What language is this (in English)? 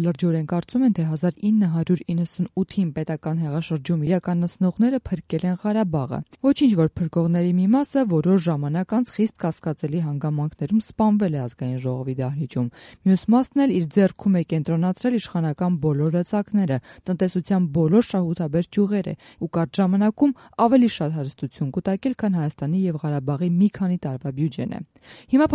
Armenian